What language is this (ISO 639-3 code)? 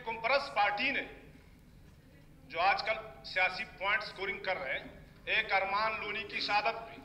urd